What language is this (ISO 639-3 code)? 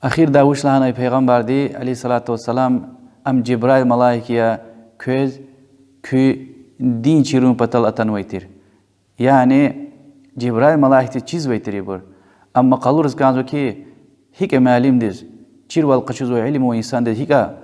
lez